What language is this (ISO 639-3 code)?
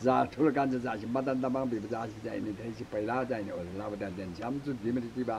taj